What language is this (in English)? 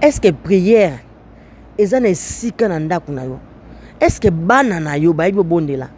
Lingala